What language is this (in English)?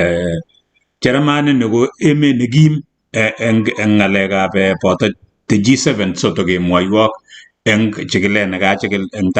Kalenjin